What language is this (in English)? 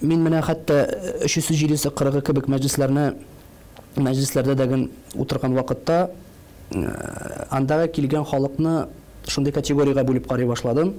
Tatar